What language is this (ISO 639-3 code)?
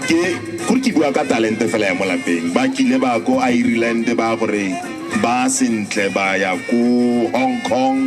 tsn